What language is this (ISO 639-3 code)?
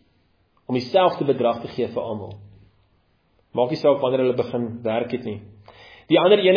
afr